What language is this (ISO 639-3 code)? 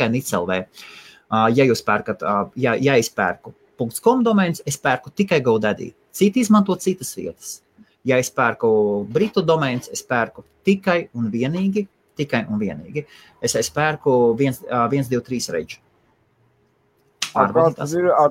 lav